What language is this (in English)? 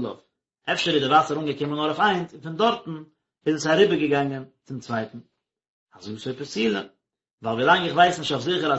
Yiddish